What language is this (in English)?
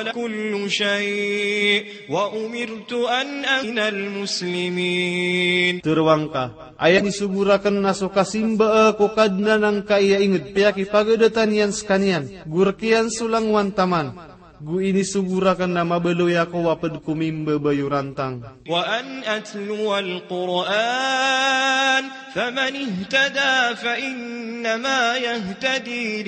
Maranao